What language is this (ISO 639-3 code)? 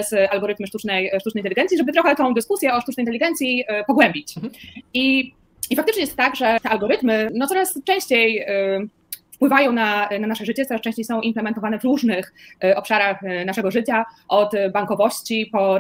pol